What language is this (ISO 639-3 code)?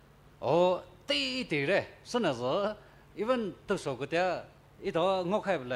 pmx